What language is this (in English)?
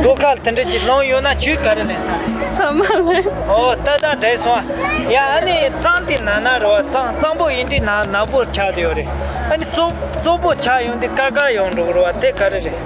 Tibetan